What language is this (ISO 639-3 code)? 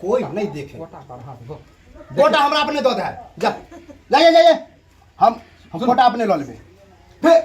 mai